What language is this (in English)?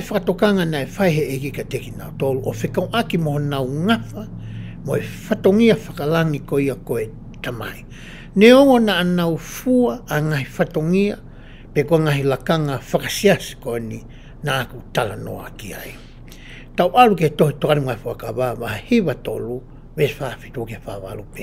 Tongan